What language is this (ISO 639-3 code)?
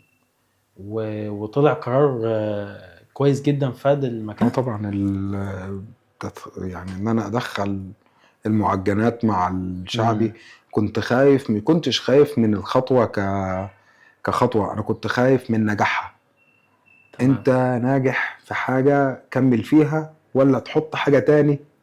arz